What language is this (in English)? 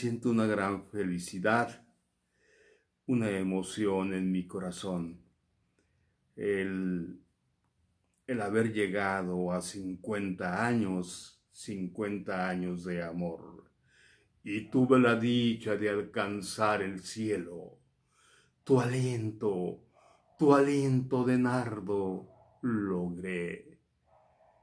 Spanish